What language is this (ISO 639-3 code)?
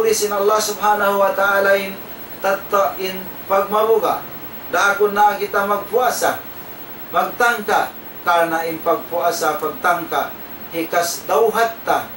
tsg